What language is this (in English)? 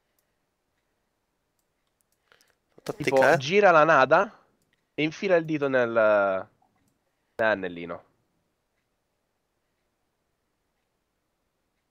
Italian